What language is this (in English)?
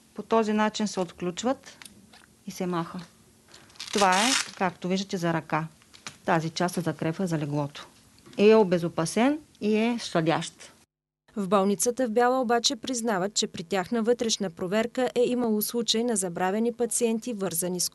Bulgarian